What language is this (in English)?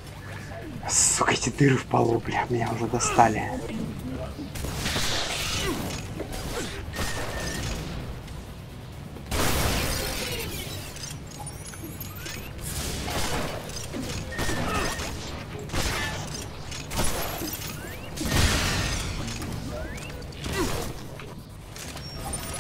Russian